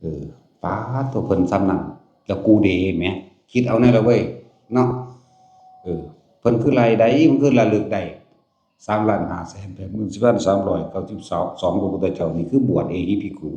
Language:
Northeastern Thai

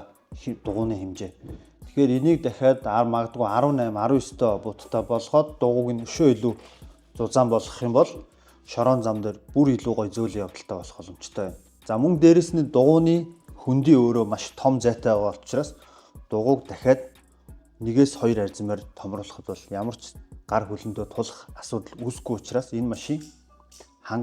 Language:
Mongolian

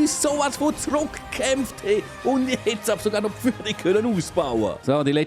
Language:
Swiss German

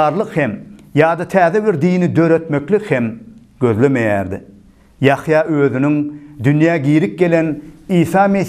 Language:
Turkmen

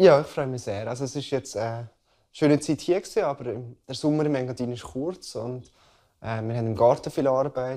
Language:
Romansh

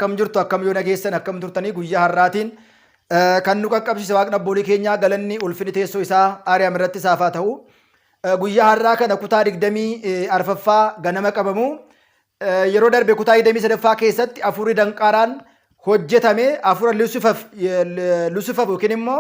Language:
Oromo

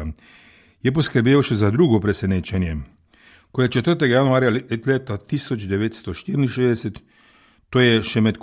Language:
Slovenian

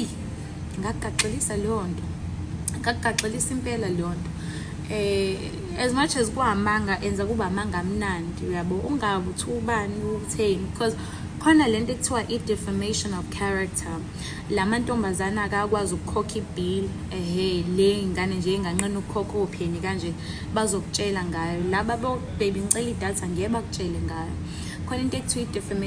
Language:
Zulu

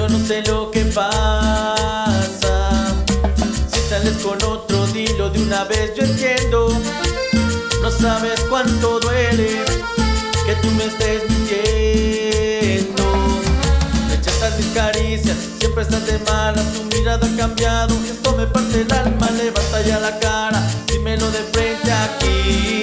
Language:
Spanish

